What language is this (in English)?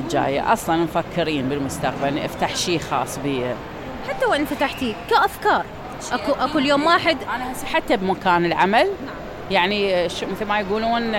Mesopotamian Arabic